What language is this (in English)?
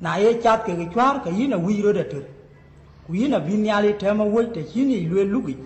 Dinka